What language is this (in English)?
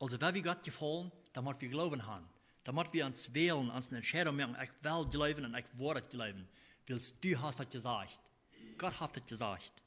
Plautdietsch